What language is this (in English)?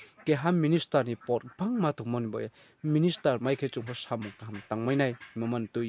Riang (India)